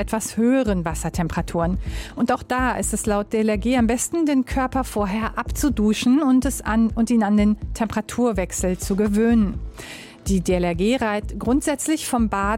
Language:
German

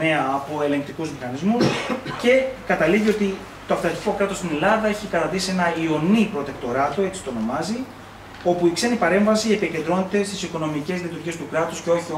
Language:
Greek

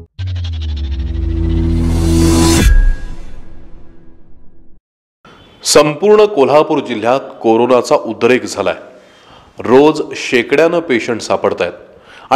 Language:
Marathi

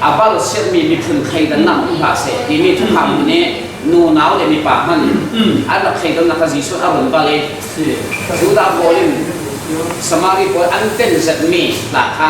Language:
Falam Chin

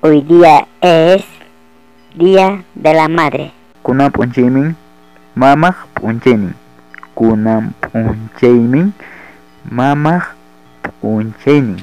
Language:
Ayacucho Quechua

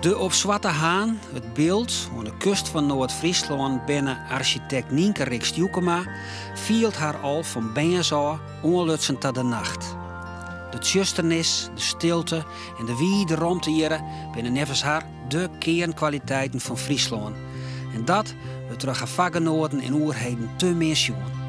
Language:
Western Frisian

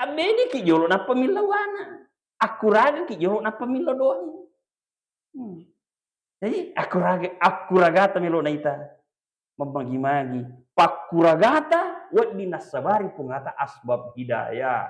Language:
Buginese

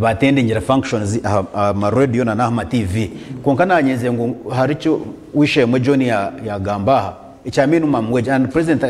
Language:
Nyankole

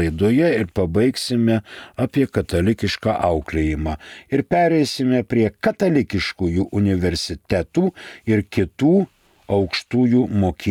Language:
Lithuanian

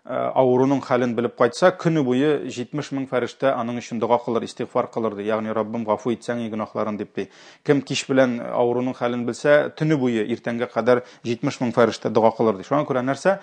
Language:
Tatar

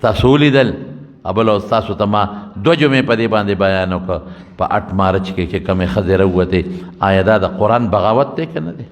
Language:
Pashto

